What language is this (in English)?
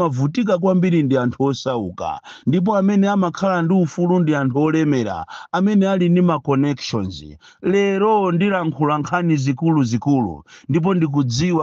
Nyanja